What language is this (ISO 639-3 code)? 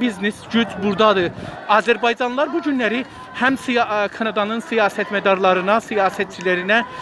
azb